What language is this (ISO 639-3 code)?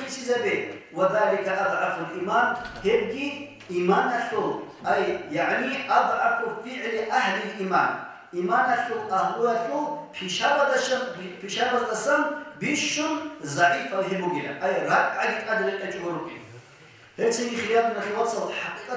ava